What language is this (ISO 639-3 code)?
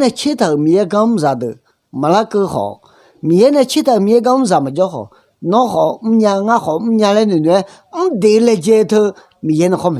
ahk